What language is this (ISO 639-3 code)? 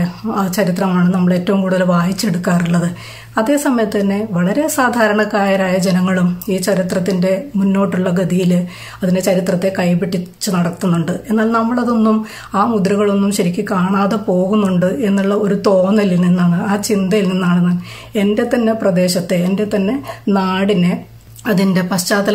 mal